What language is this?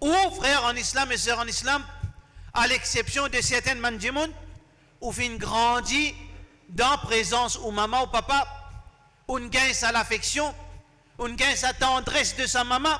Morisyen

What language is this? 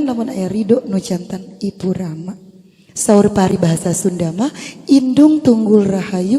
Sundanese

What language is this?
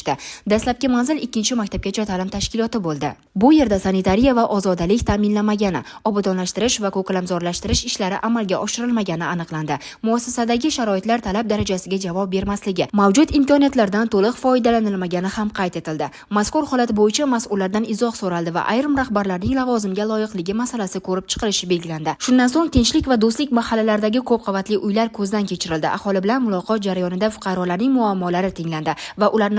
Uzbek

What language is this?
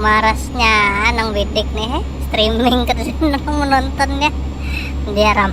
Banjar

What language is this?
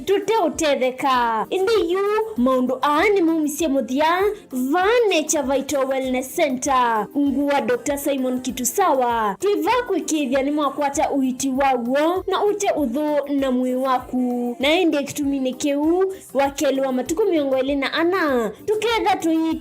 Kamba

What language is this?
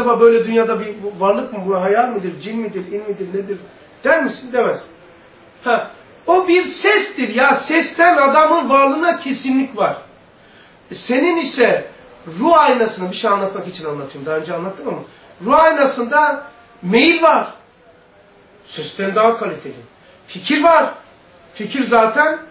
Turkish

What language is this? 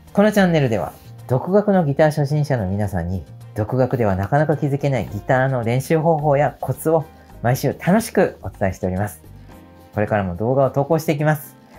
Japanese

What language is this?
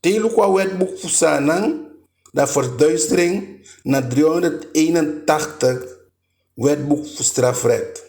Eastern Maroon Creole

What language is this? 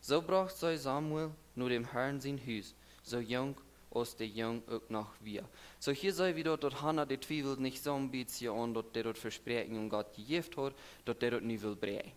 Plautdietsch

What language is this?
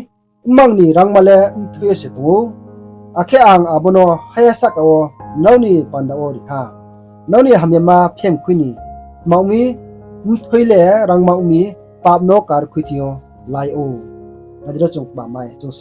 Riang (India)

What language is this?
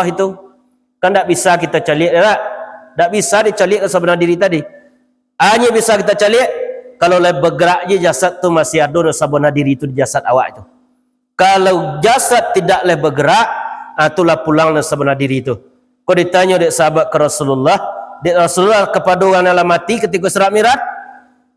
Minangkabau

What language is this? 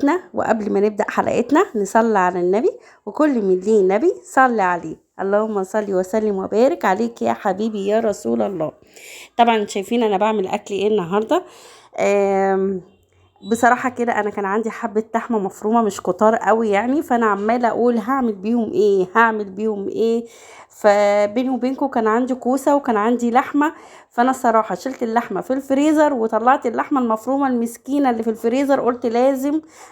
Egyptian Arabic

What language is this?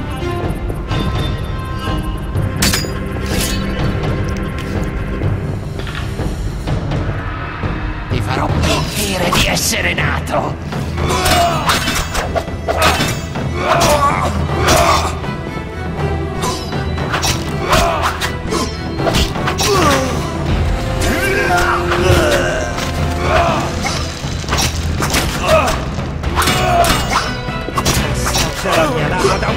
Italian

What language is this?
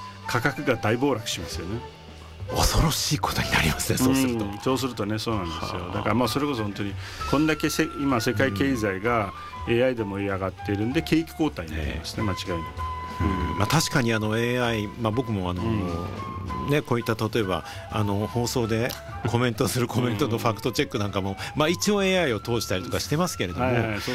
Japanese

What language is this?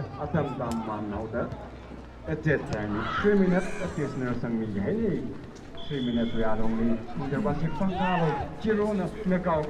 Tangkhul Naga (India)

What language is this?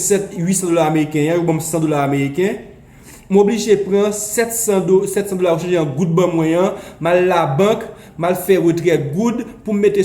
Haitian Creole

